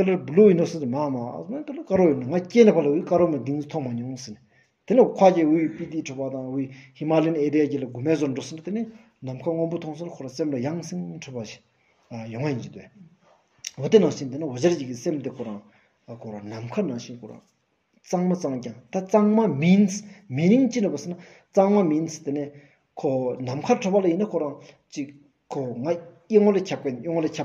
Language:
Stod Bhoti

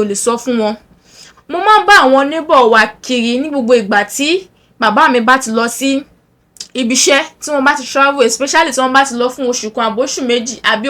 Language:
Yoruba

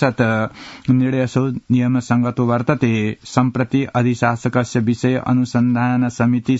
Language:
Sanskrit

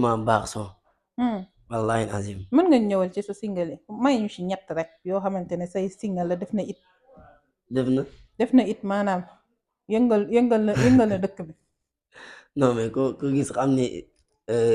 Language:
Wolof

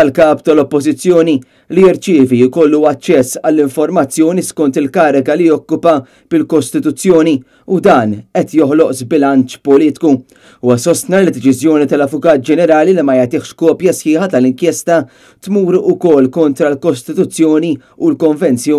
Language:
Maltese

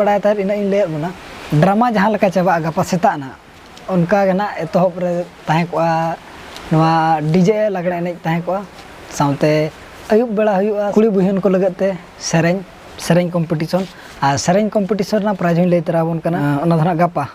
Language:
Santali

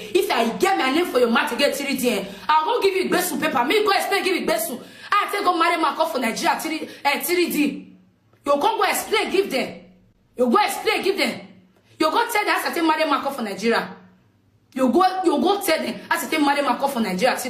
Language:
Nigerian Pidgin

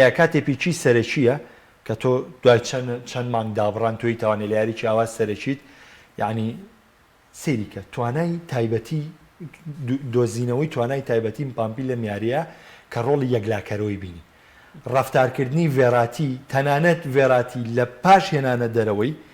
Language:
Central Kurdish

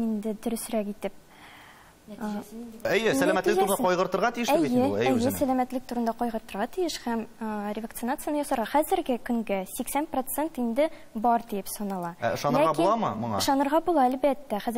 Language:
Tatar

